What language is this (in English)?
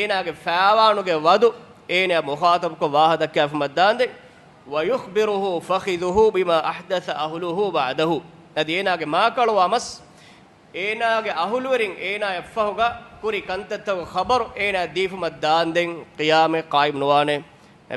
Divehi